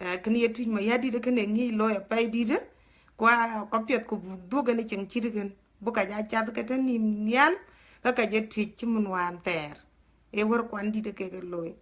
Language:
Dinka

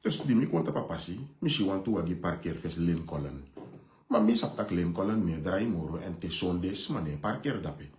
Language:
Sranan Tongo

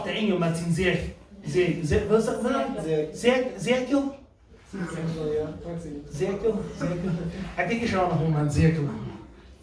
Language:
Plautdietsch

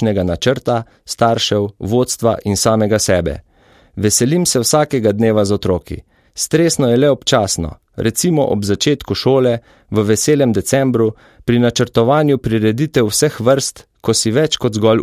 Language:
Slovenian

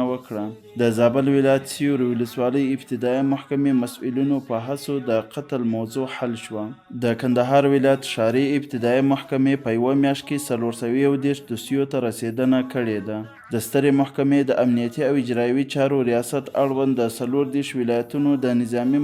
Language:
Pashto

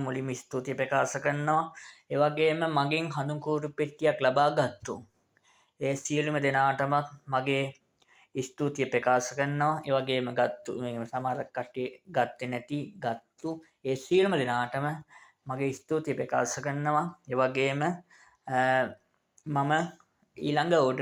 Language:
Sinhala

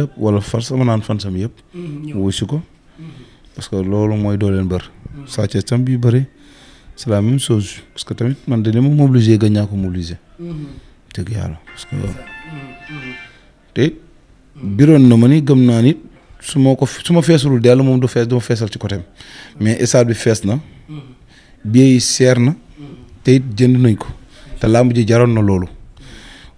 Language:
Wolof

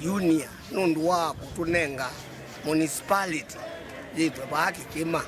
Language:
Kamba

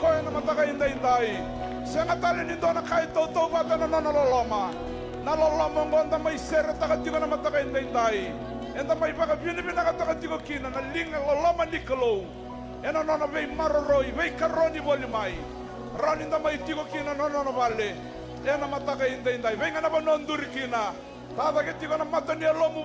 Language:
Fijian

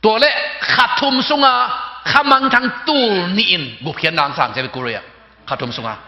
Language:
Tedim Chin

